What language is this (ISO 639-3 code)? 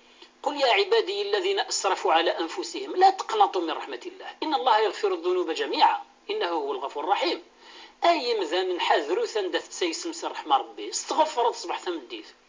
kab